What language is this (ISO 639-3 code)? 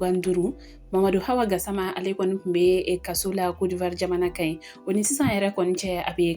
bam